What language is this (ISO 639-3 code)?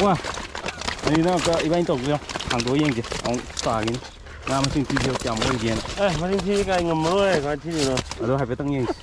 mni